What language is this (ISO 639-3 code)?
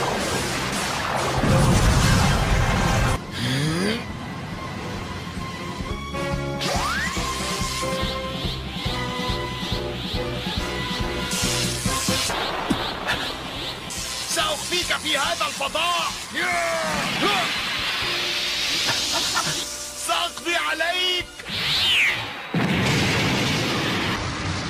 ara